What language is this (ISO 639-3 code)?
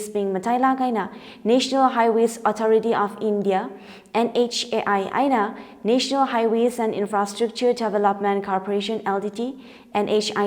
nmf